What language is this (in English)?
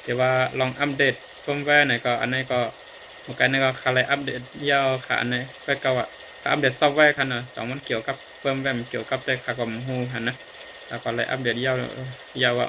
Shan